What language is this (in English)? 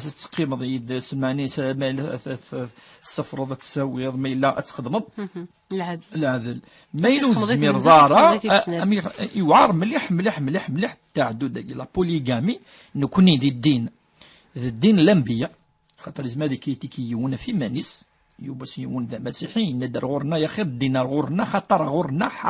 Kabyle